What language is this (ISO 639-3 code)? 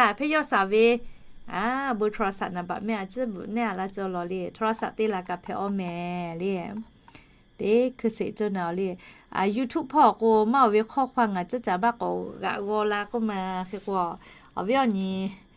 lhu